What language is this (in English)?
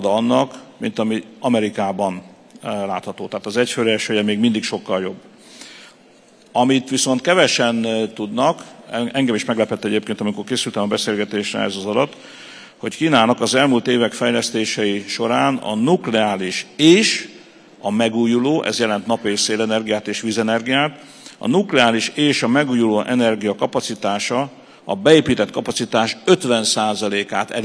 Hungarian